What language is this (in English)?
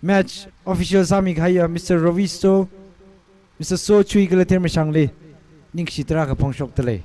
Tangkhul Naga (India)